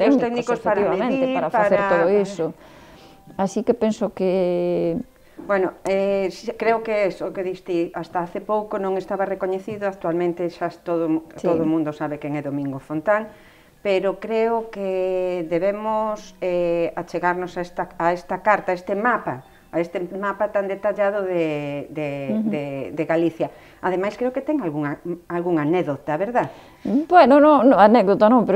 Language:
Galician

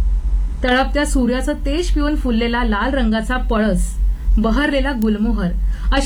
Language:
Marathi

